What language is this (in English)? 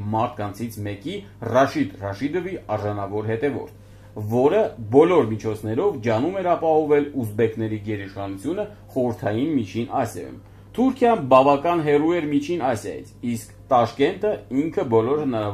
Armenian